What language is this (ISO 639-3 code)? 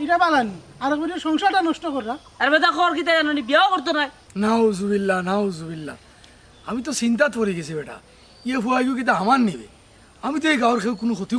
syl